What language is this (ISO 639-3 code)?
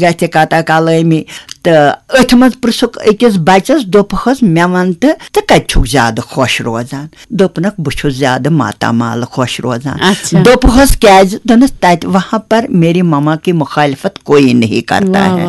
kas